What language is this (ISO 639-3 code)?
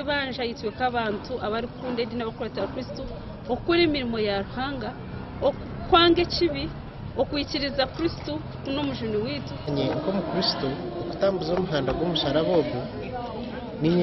nyn